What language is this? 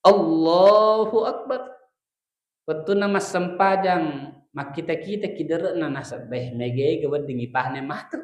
Buginese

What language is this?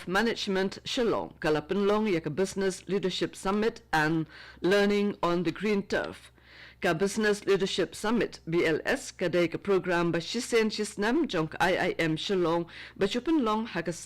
Khasi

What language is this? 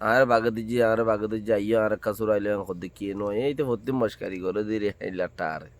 Rohingya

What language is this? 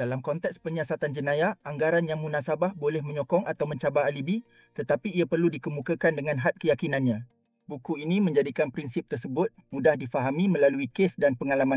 Malay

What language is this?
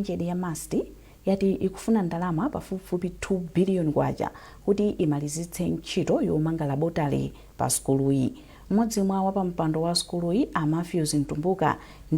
Nyanja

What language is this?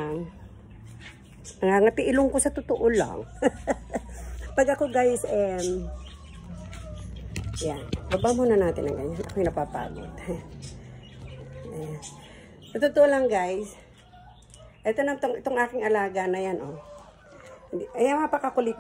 Filipino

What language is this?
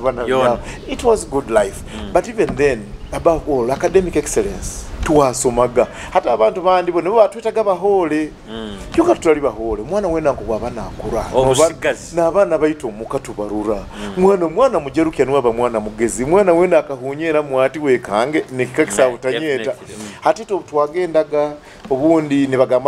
Nyoro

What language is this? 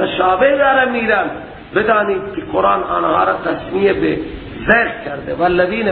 Persian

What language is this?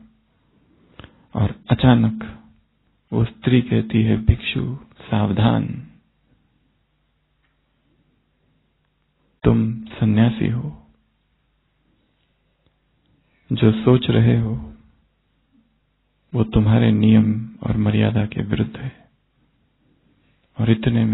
Hindi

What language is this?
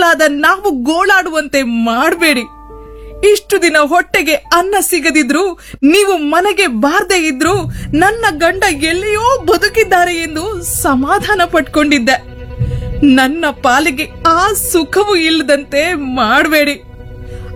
Kannada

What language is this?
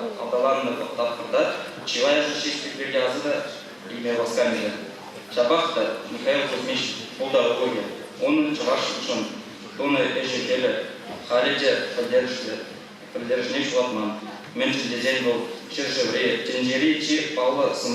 Chuvash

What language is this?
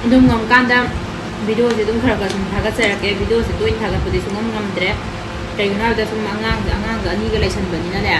Manipuri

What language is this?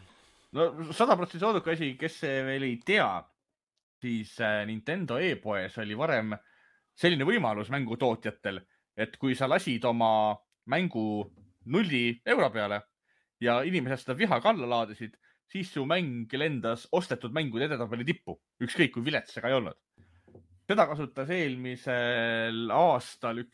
Estonian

